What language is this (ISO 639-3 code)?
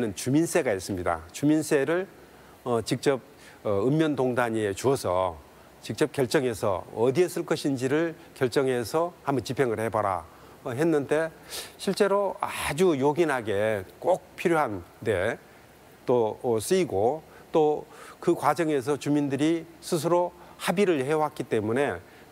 kor